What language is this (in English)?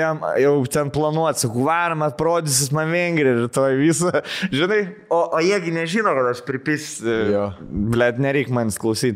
Lithuanian